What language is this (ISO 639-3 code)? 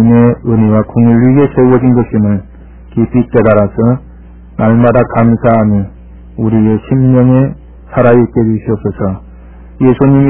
kor